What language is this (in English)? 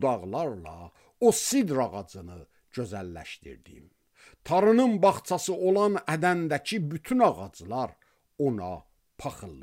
Azerbaijani